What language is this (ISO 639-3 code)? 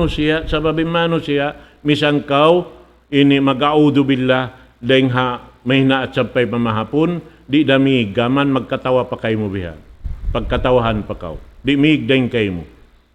tsg